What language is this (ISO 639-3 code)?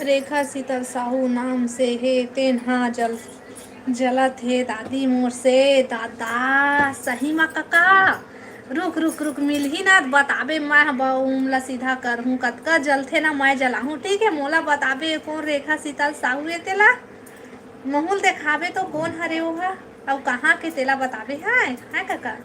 hne